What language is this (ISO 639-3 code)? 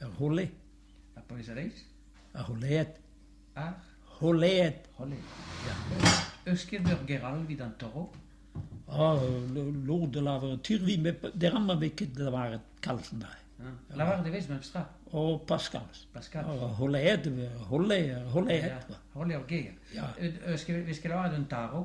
bre